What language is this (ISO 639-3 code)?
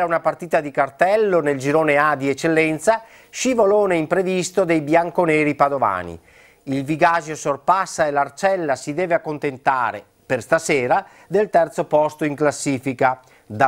ita